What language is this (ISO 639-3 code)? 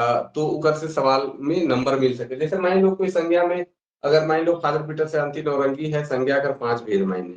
sck